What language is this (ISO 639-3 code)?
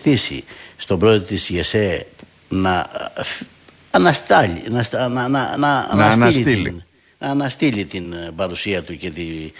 ell